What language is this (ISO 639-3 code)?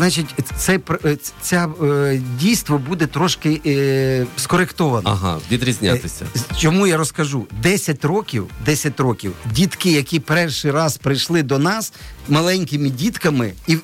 ukr